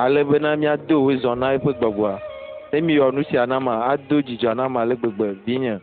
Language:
Ewe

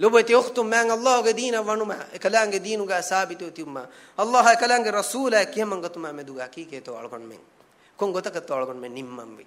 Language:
Divehi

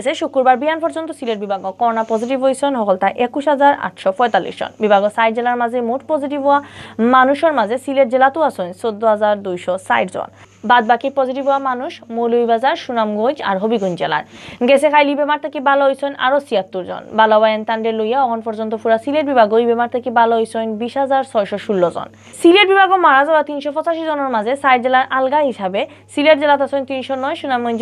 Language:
Sylheti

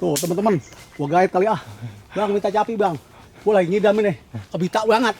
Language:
Betawi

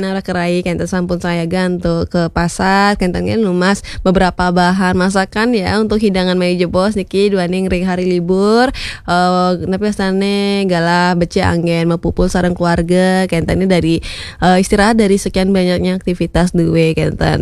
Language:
Balinese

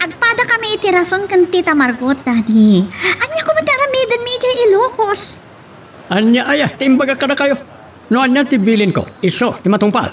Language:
Iloko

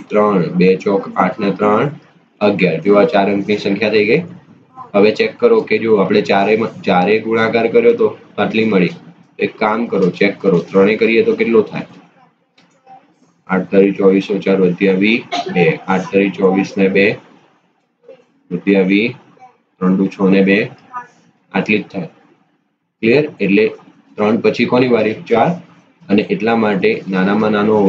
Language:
Gujarati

